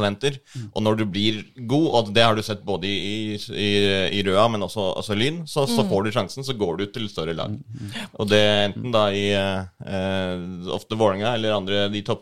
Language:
Norwegian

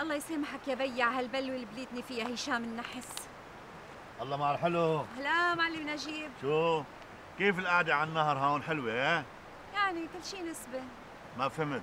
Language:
North Levantine Arabic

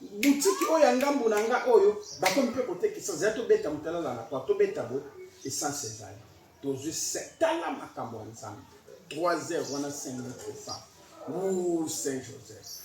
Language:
Lingala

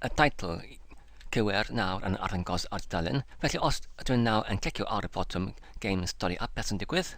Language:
Welsh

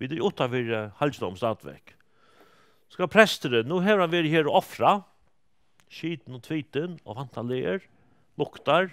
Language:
Faroese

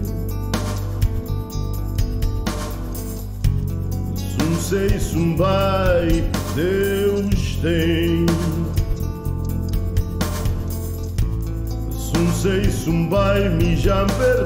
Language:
Portuguese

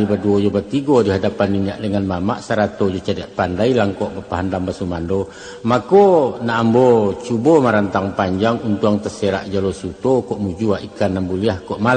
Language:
Minangkabau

